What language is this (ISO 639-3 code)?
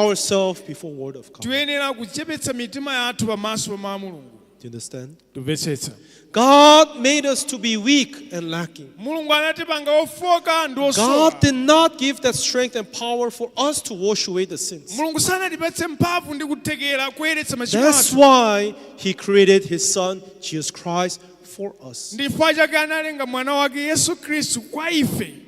nya